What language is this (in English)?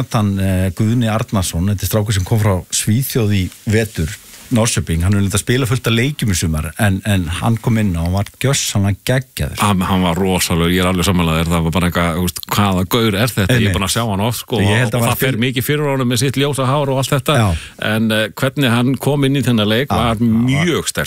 Icelandic